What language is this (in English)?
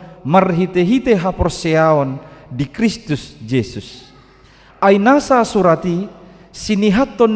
Batak Toba